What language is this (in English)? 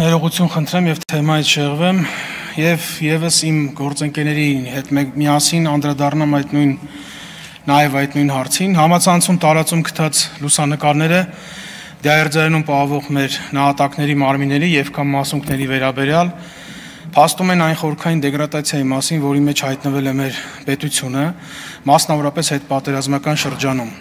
Armenian